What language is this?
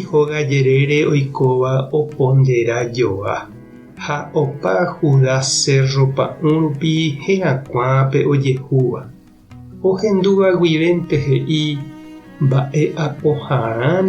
Guarani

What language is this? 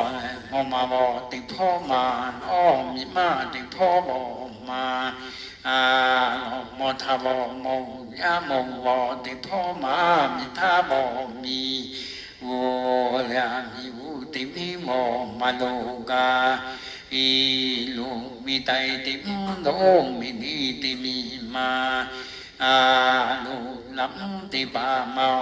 Lahu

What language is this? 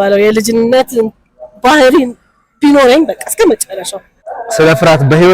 Amharic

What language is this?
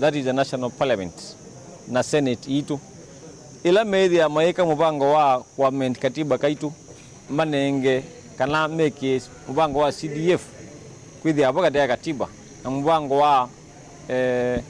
Kamba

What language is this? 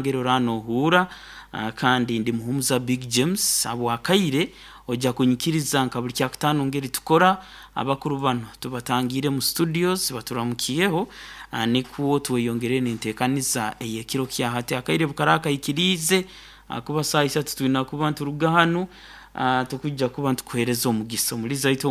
Nyoro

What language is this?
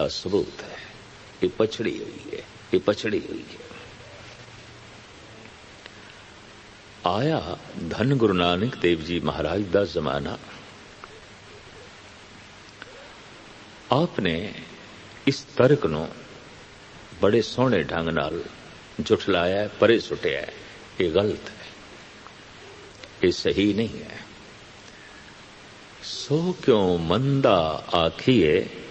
Punjabi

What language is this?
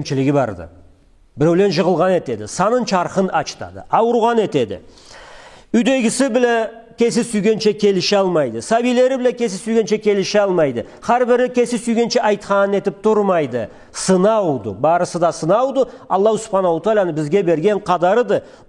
Karachay-Balkar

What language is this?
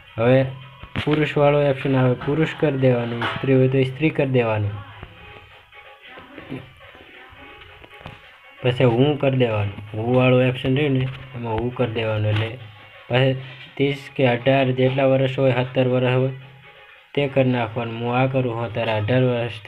Gujarati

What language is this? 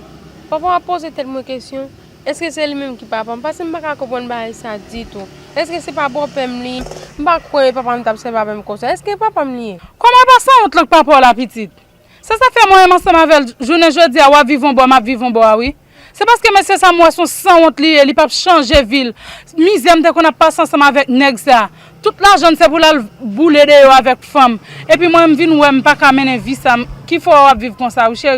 Haitian Creole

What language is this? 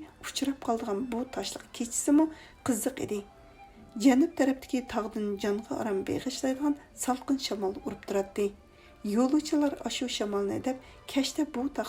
Uyghur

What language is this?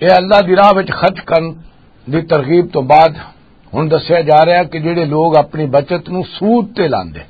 Western Panjabi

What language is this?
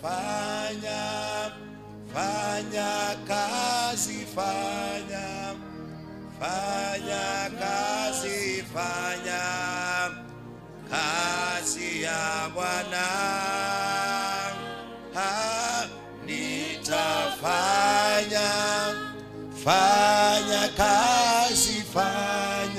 Swahili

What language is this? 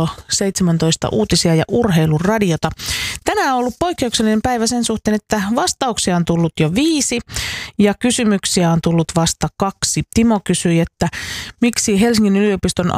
Finnish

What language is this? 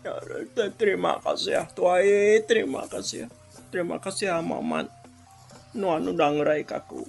Iban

